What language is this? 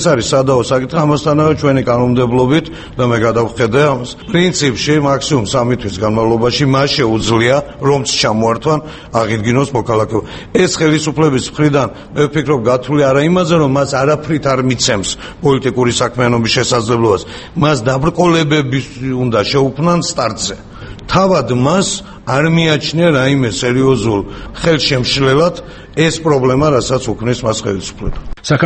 Georgian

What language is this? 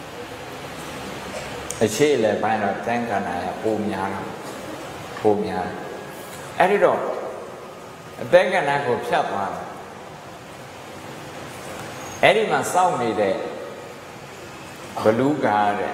Burmese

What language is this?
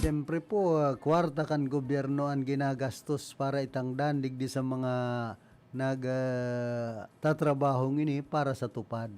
Bikol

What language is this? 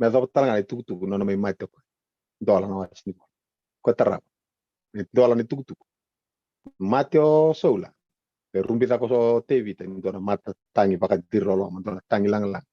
Fijian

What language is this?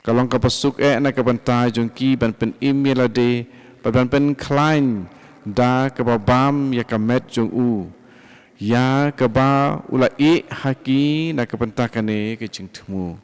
Khasi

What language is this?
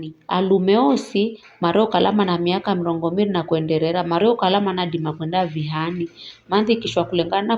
Giryama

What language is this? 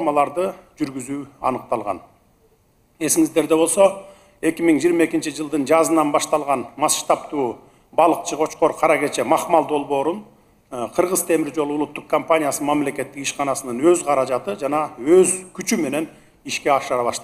Kyrgyz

